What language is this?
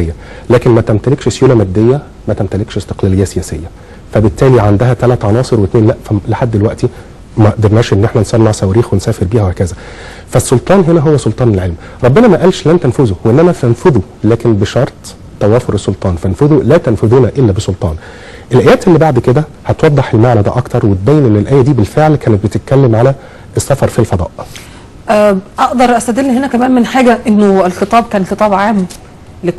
Egyptian Arabic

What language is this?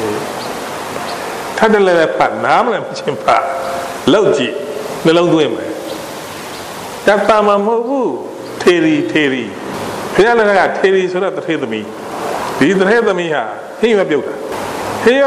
Burmese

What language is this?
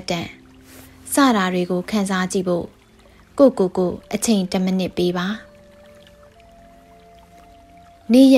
Burmese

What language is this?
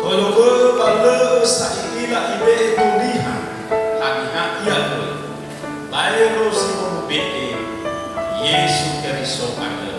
Nias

